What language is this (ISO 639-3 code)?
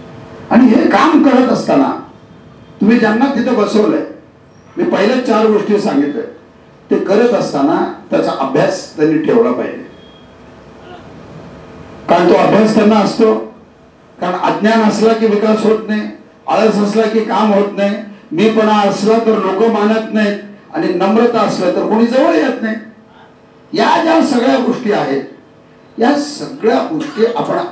mar